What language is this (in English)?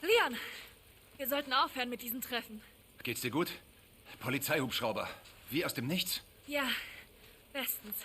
Bavarian